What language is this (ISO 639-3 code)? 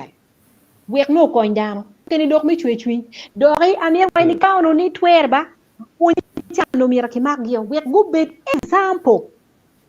ach